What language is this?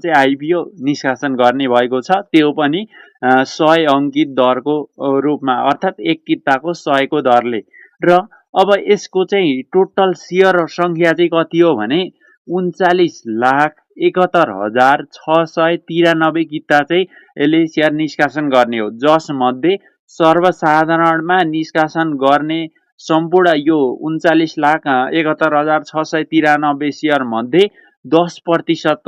Nepali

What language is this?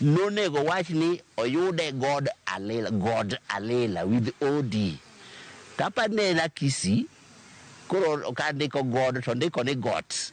Luo (Kenya and Tanzania)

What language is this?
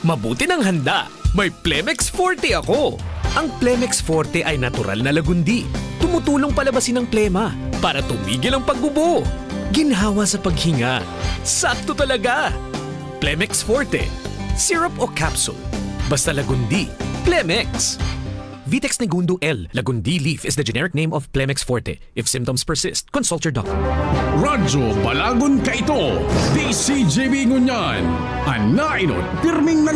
Bikol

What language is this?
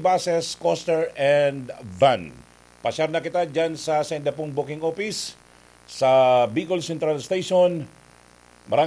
Bikol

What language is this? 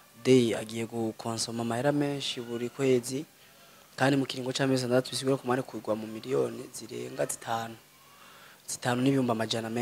Rundi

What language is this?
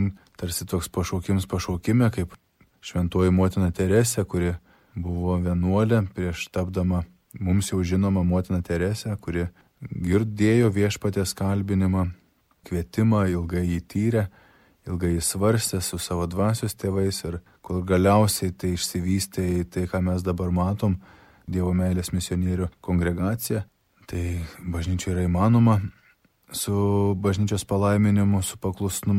Lithuanian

